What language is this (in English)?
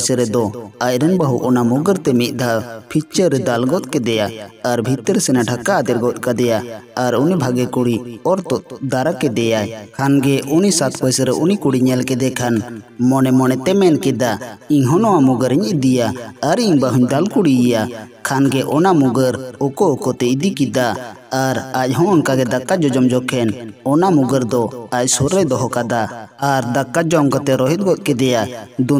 Santali